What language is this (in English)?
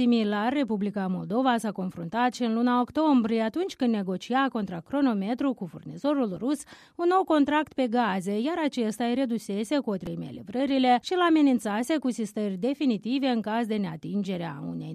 Romanian